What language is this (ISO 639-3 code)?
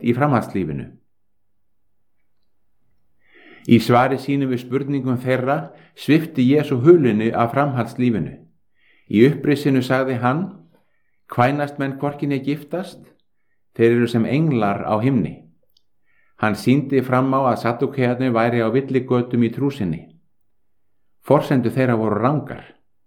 isl